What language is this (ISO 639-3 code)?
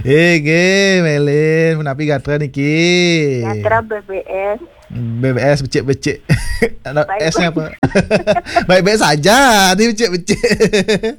ban